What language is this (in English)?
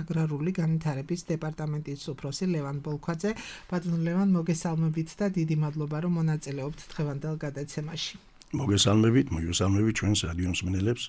Georgian